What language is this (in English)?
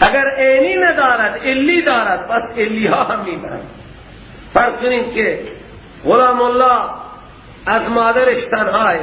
Persian